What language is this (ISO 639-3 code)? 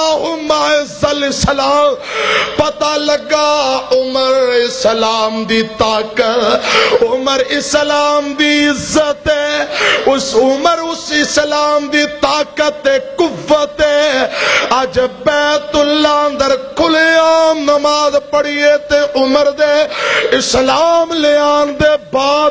lah